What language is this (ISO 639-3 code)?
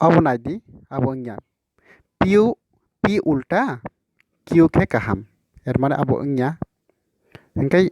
trp